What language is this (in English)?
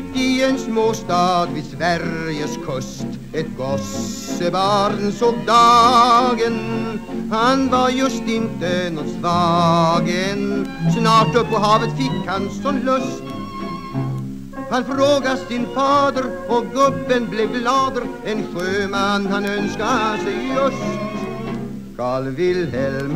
Swedish